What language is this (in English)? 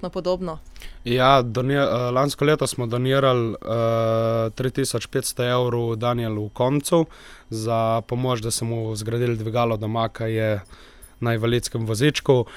Slovenian